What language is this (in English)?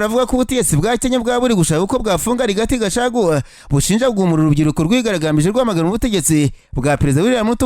Kinyarwanda